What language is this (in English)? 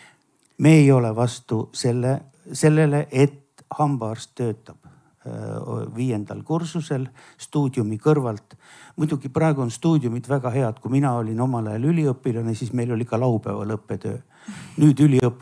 Estonian